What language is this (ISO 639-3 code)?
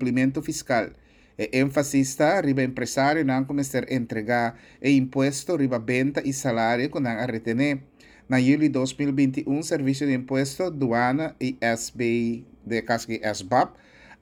pap